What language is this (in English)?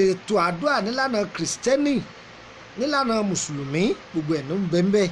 Yoruba